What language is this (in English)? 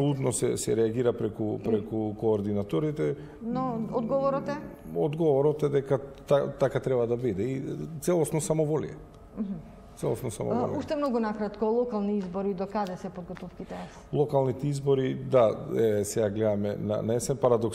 Macedonian